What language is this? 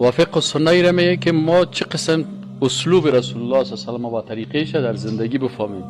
Persian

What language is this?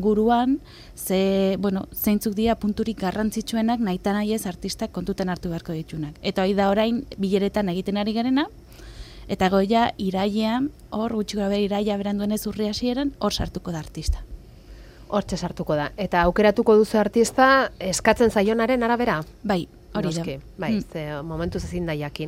Basque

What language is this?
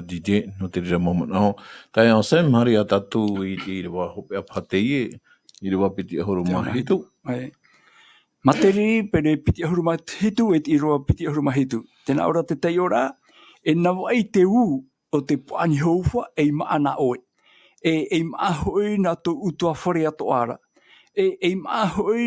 Tahitian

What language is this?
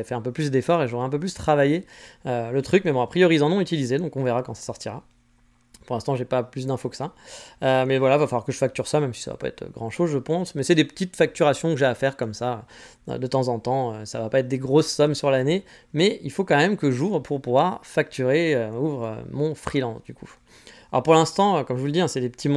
French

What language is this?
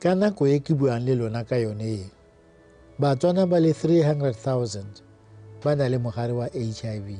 Tswana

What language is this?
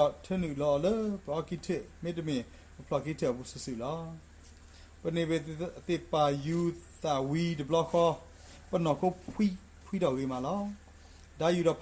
S'gaw Karen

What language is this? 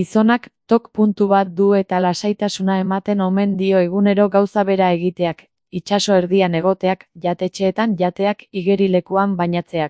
Basque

